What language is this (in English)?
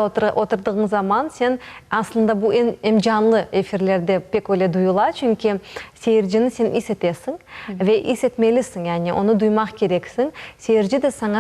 Crimean Tatar